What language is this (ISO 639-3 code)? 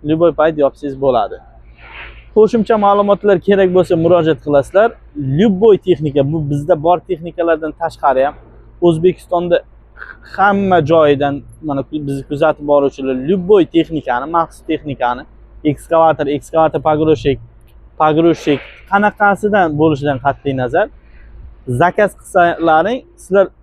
uzb